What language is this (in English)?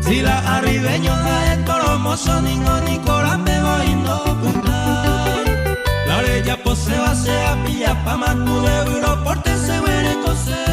Guarani